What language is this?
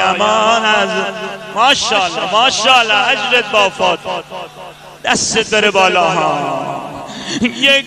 Persian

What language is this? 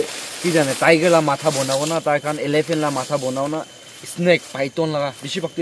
Naga Pidgin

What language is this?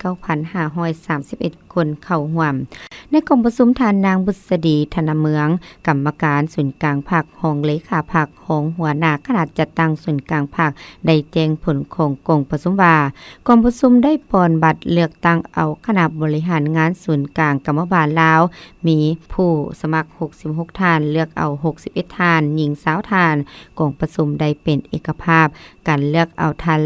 Lao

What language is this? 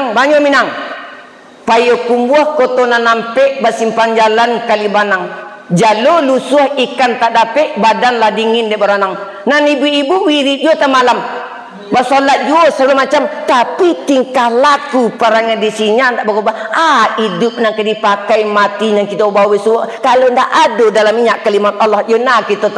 Minangkabau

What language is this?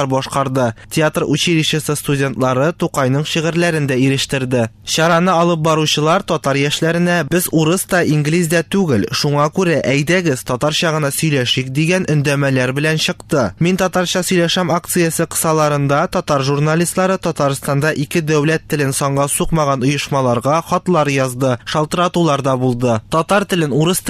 Tatar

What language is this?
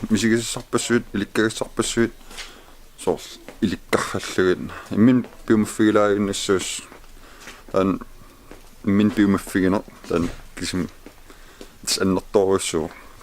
Kalaallisut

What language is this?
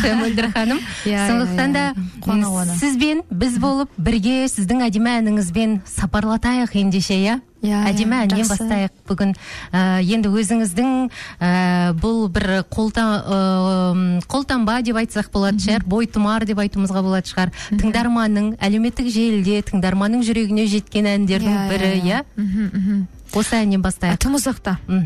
Kazakh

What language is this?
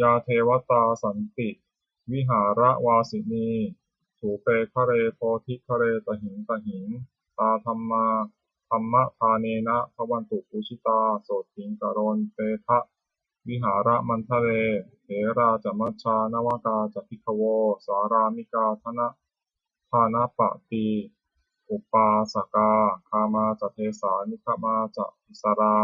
Pali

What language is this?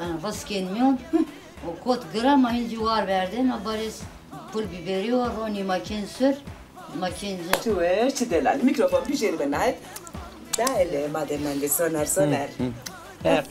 Zaza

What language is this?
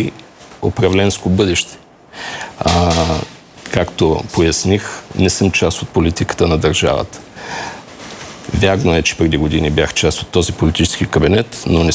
Bulgarian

